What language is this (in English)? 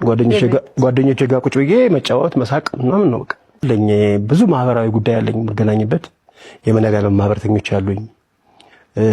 Amharic